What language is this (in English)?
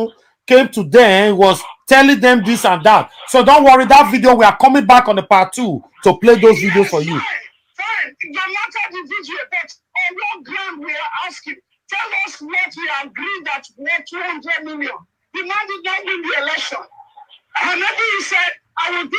Nigerian Pidgin